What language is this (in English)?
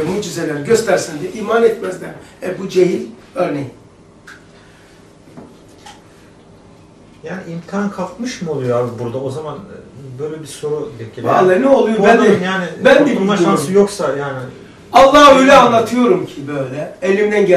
Turkish